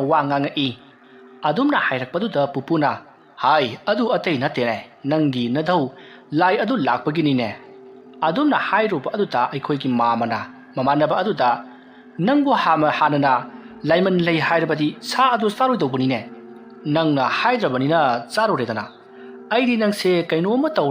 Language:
Manipuri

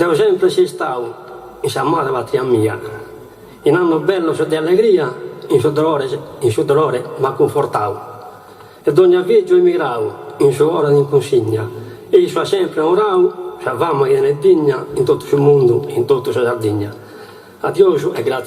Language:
Sardinian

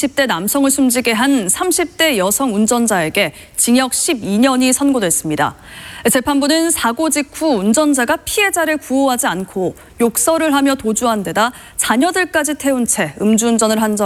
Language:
Korean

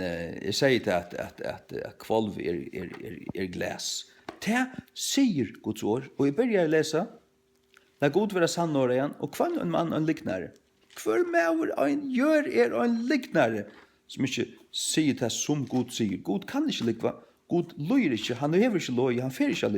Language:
Faroese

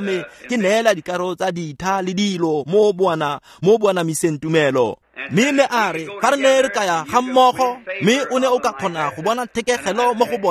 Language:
Tswana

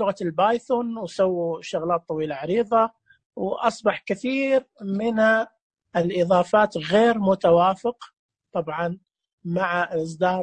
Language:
Najdi Arabic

